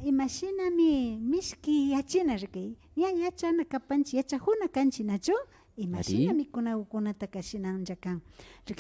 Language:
Imbabura Highland Quichua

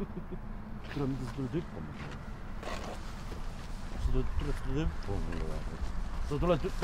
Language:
Estonian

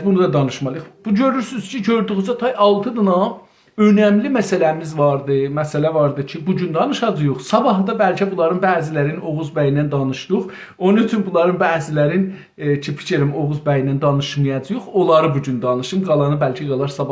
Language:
South Azerbaijani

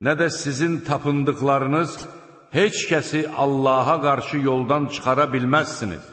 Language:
Azerbaijani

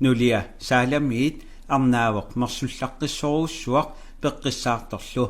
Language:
Kalaallisut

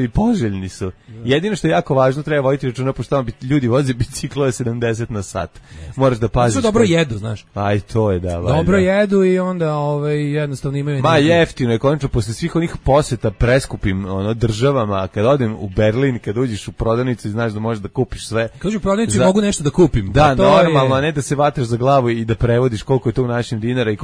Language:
Serbian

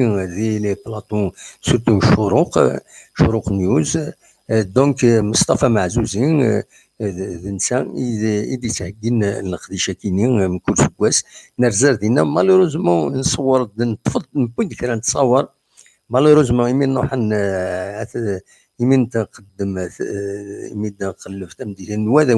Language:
Kabyle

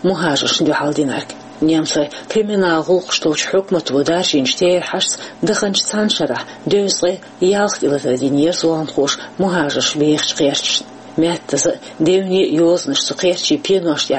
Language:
Chechen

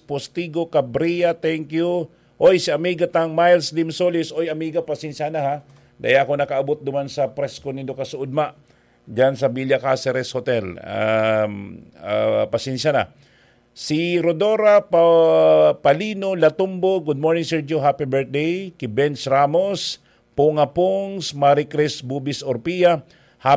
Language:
Bikol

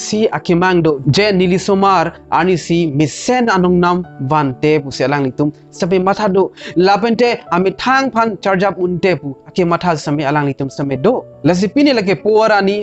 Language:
Karbi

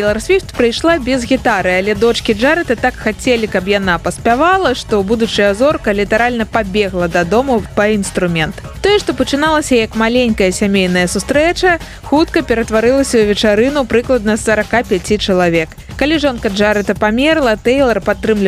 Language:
Belarusian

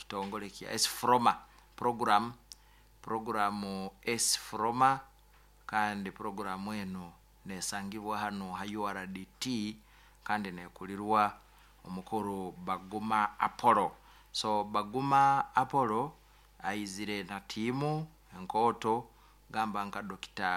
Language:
Nyoro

